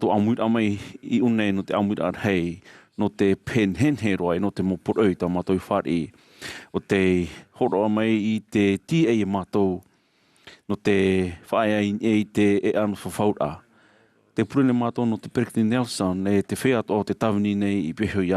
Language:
Tahitian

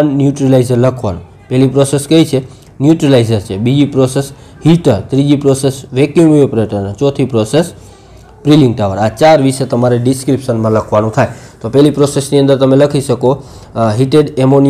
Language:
Gujarati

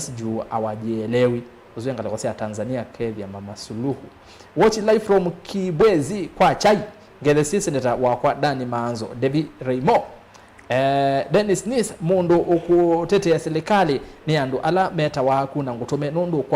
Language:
Kamba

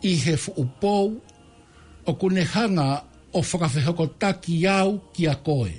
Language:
Tongan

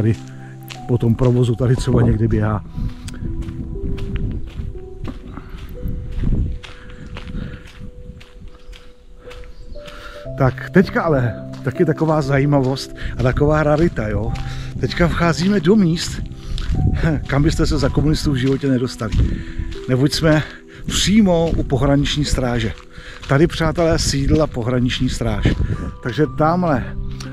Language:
Czech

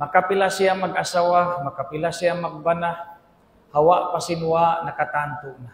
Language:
Tausug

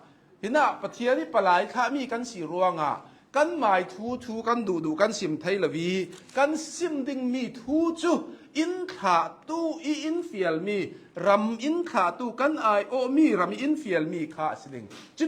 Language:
Hakha Chin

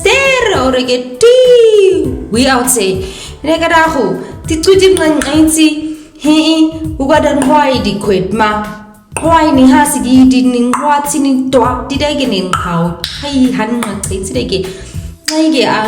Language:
Nama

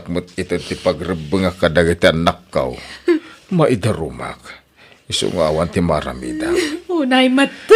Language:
Iloko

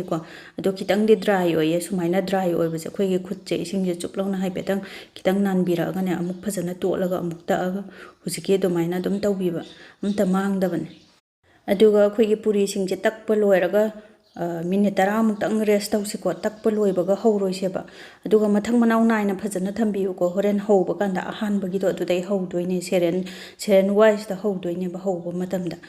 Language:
Manipuri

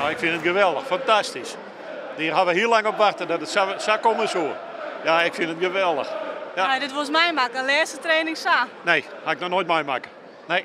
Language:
Western Frisian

